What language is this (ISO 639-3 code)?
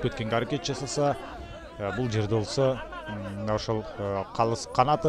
kir